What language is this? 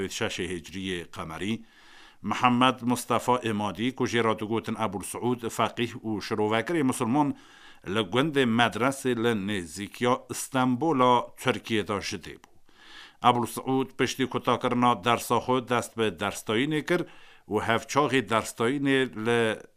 Kurdish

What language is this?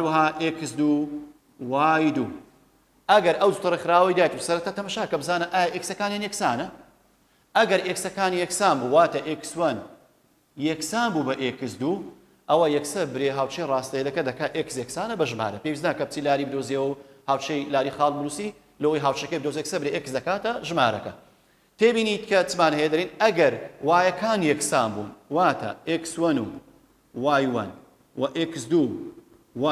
Central Kurdish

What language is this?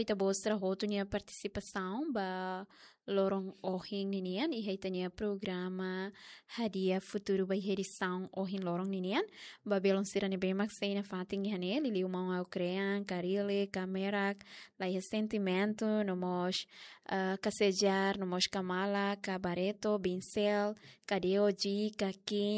Tetum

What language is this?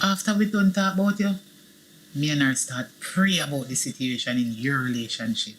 Jamaican Creole English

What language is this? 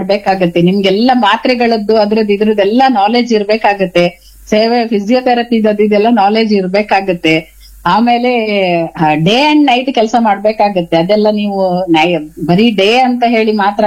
Kannada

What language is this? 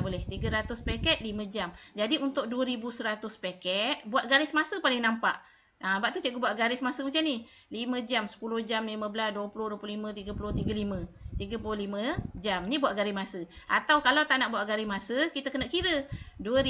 Malay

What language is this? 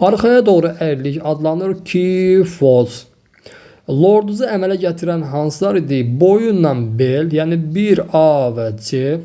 Azerbaijani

